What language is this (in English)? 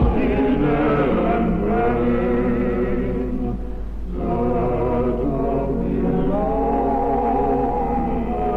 Manx